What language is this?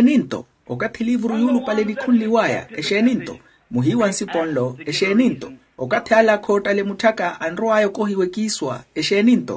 Makhuwa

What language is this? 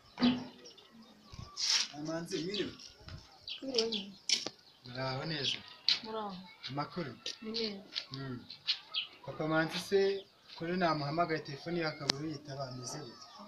Kinyarwanda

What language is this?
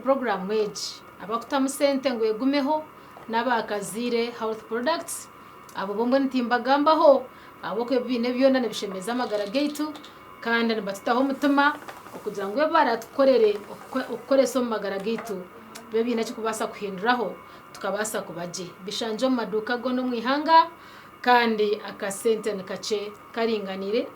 Nyankole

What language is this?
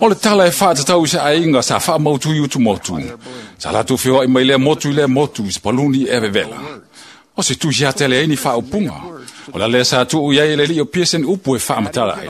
Samoan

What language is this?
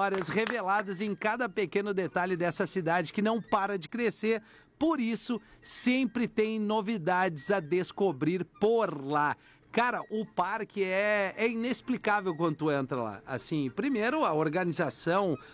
Portuguese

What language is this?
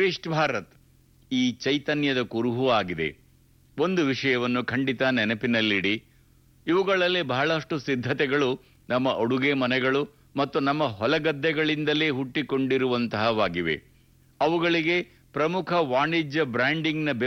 Kannada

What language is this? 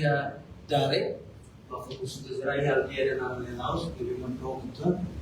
Tetum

